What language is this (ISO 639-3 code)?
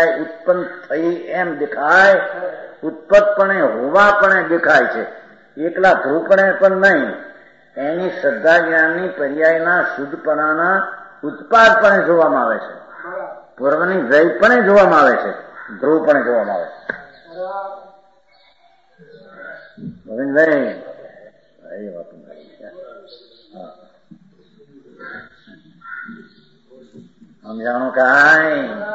guj